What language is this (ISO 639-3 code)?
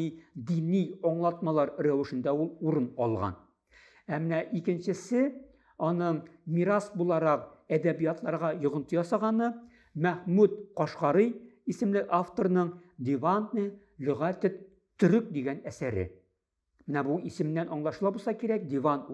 tat